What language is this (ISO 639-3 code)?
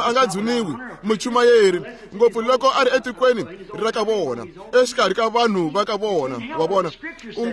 tso